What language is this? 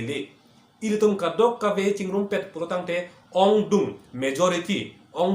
Karbi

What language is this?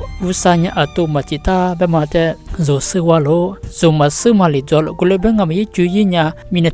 Lisu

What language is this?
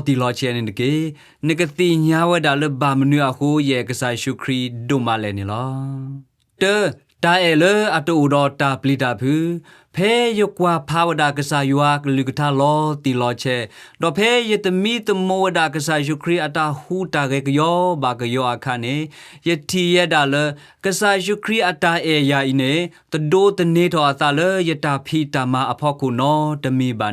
S'gaw Karen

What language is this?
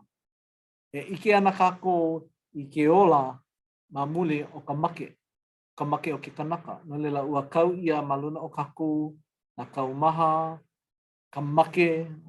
Hawaiian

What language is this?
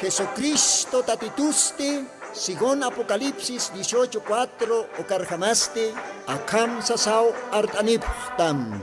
Aymara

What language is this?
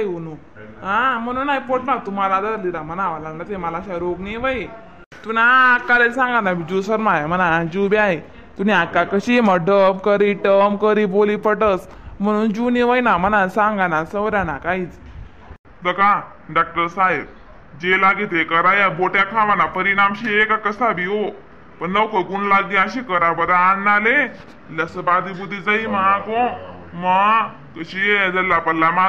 Khandesi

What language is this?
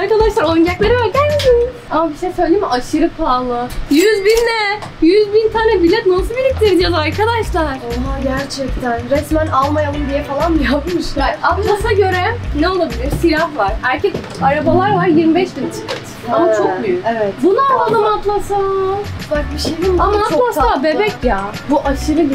Turkish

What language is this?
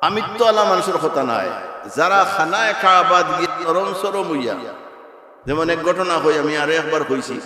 Sylheti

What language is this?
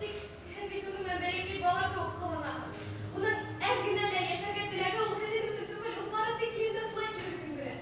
Bashkir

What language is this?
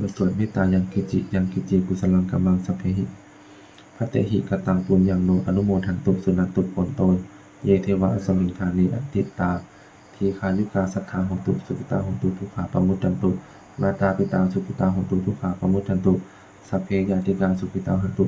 Pali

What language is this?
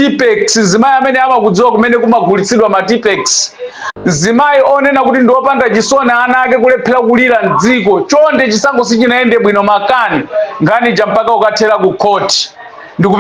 Nyanja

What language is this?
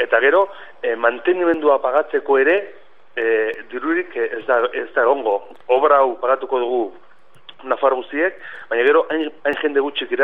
Basque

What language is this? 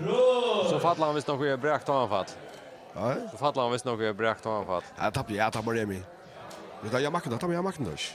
Faroese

